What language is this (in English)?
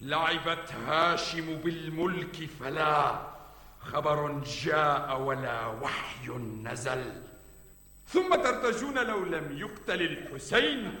Mesopotamian Arabic